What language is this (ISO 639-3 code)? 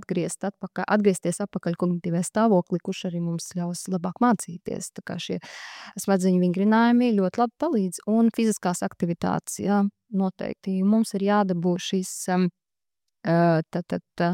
lav